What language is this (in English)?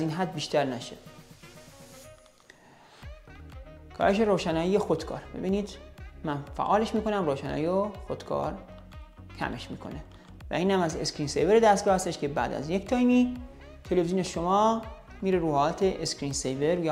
Persian